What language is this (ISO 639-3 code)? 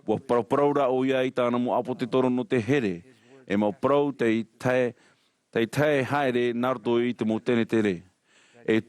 tah